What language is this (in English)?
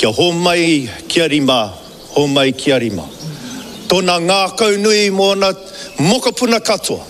Māori